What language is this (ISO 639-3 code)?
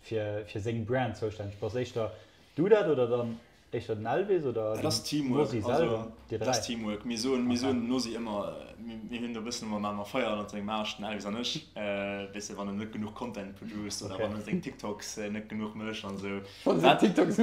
ltz